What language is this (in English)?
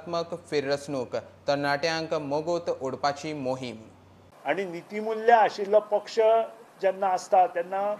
Konkani